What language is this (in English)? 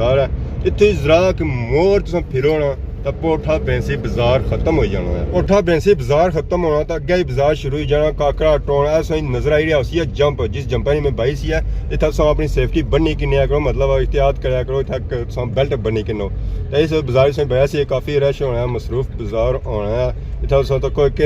Pahari-Potwari